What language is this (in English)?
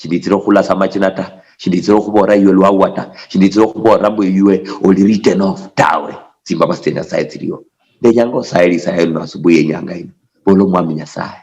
Luyia